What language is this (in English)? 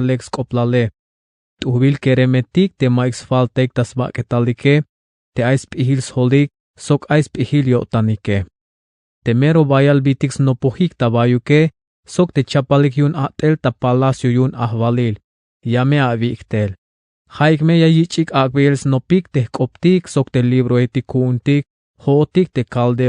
Tzeltal